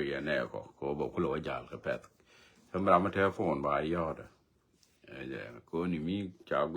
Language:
Nuer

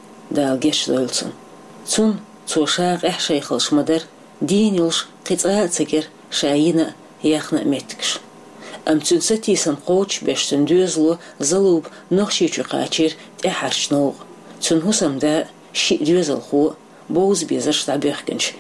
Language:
Chechen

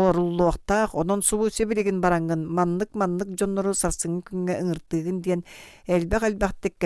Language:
Yakut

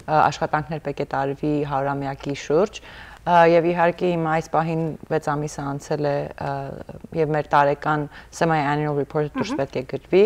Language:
Western Armenian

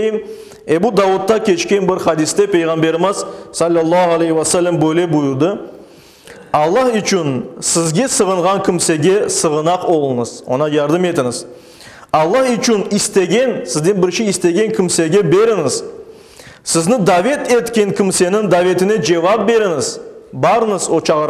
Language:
Crimean Tatar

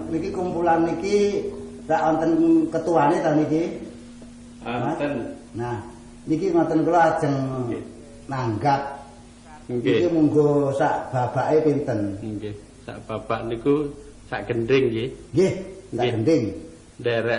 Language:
Javanese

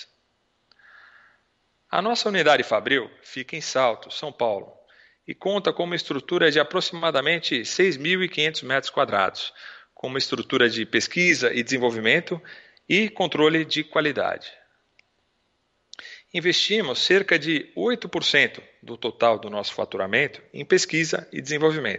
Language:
Portuguese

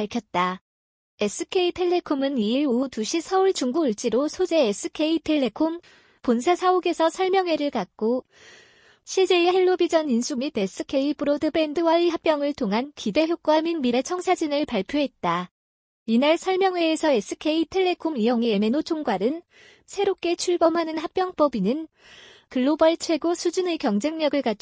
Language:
Korean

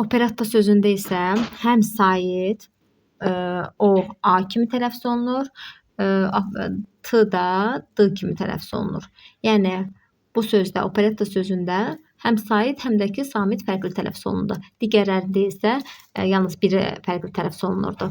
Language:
Azerbaijani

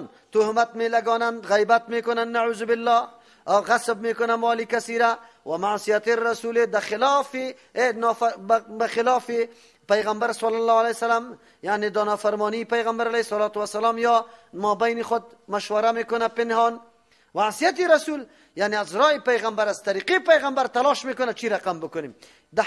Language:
Persian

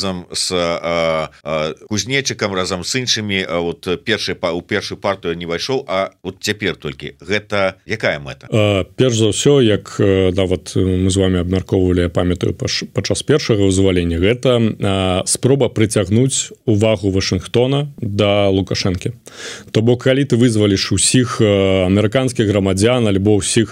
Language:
Belarusian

